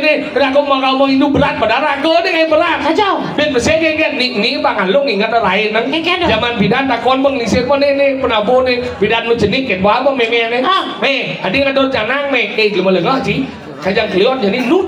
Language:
Balinese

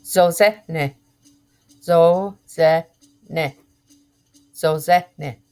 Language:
Mohawk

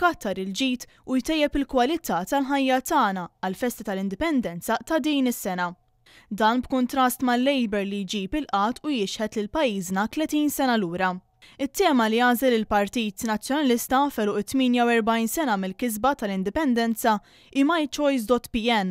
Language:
Maltese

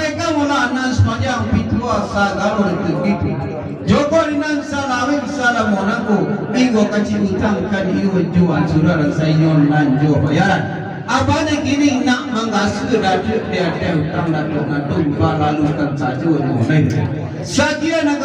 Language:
Minangkabau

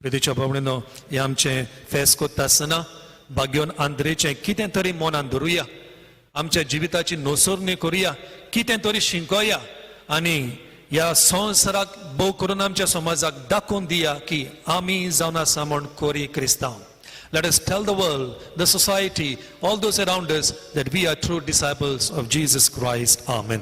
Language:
Konkani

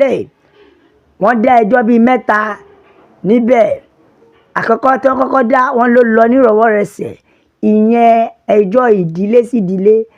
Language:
Yoruba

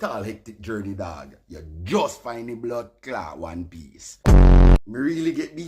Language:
Jamaican Creole English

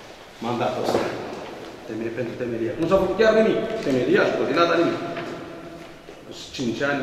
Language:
Romanian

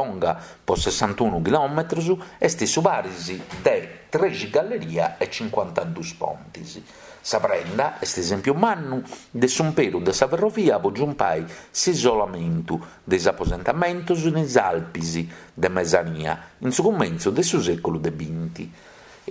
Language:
Sardinian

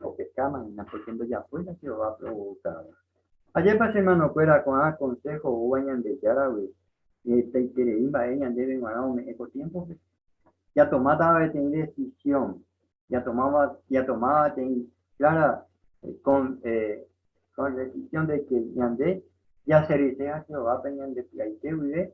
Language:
Guarani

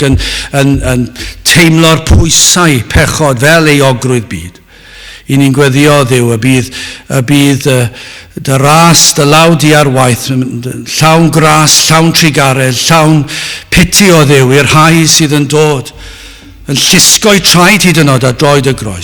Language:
Welsh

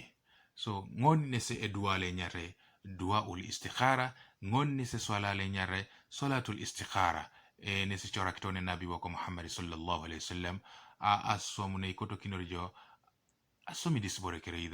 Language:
Teso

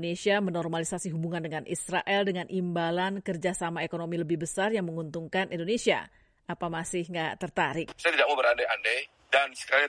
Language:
Indonesian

